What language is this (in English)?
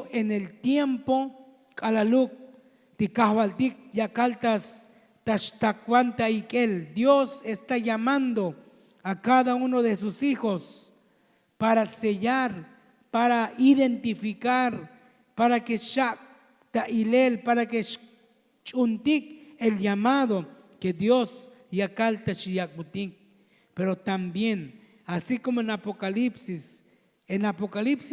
Tzotzil